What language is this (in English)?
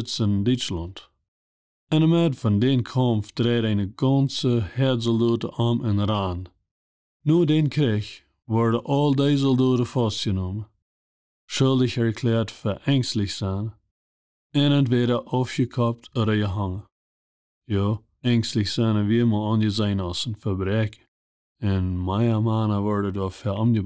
Plautdietsch